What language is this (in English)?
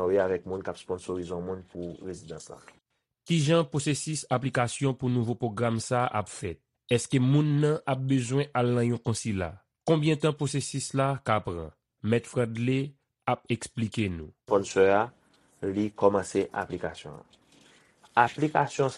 Haitian Creole